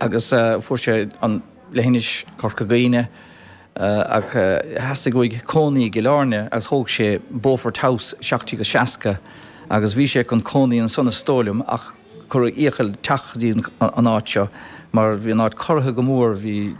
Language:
Irish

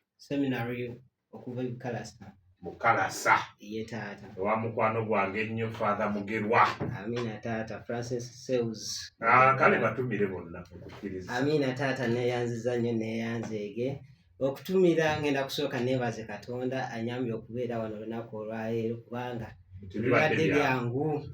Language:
Ganda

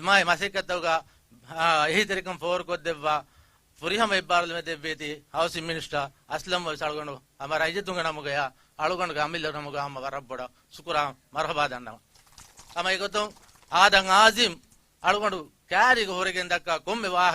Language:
Divehi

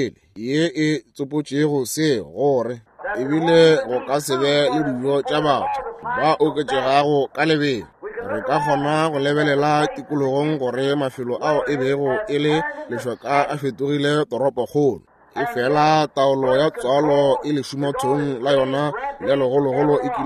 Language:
Northern Sotho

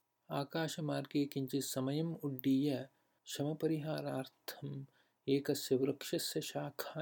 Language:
Sanskrit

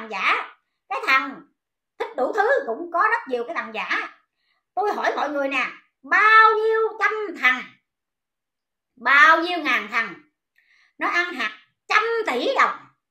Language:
Vietnamese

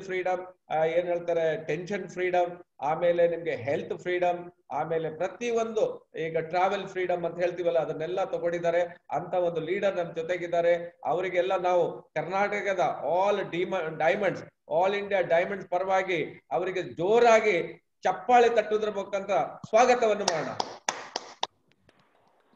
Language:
Kannada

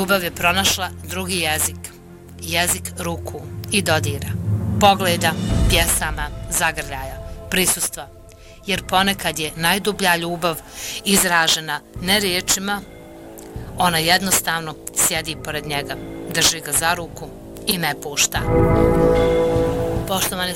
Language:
Bosnian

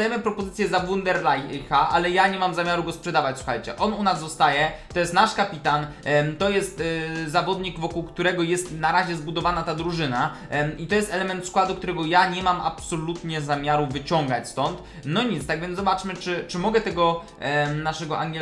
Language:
Polish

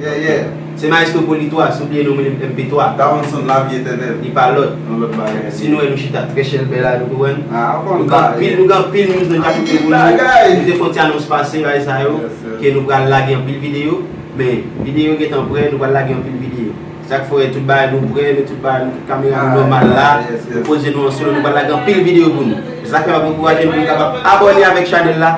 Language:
Haitian Creole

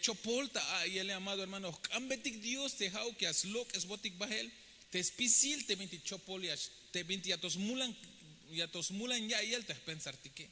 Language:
Tzeltal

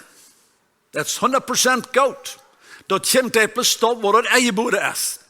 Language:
Plautdietsch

